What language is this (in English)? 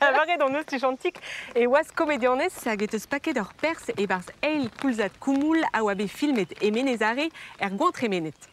Breton